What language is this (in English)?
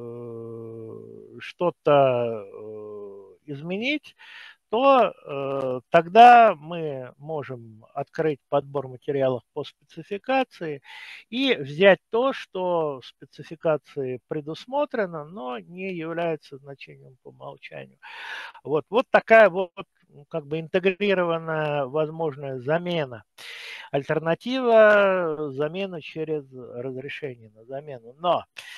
Russian